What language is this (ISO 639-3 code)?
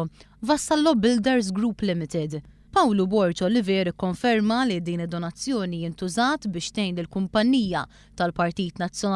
mlt